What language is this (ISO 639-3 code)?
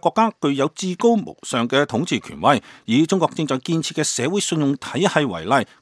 yue